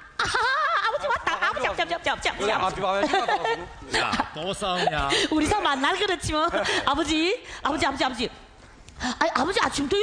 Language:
Korean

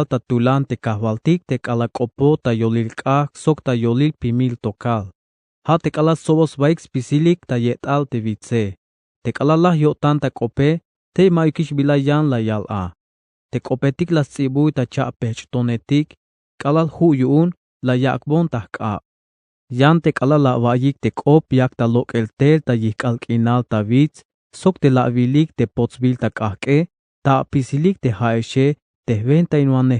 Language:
Tzeltal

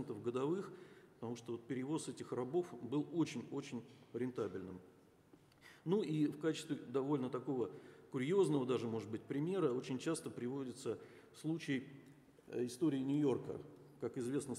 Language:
Russian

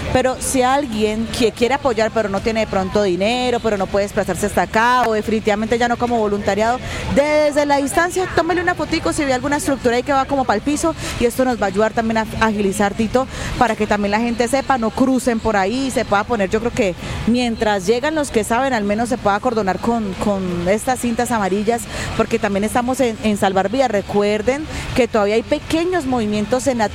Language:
Spanish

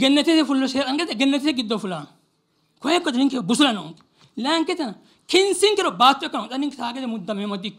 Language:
Sidamo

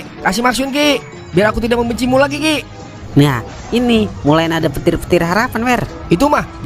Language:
Betawi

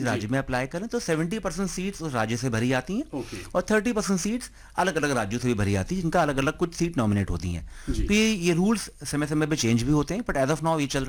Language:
Hindi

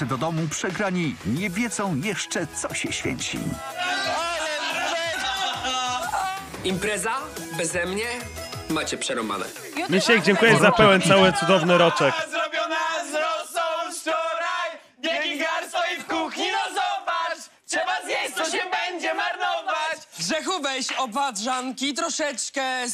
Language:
Polish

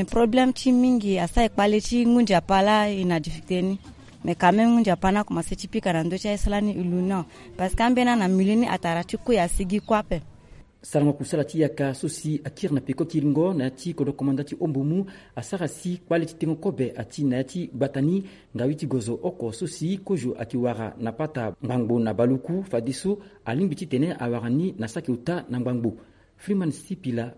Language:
Sango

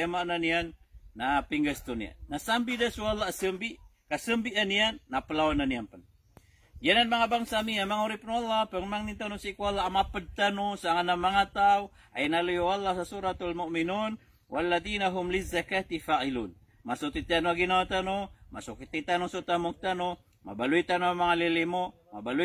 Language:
Maranao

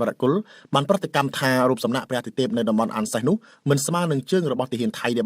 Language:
Khmer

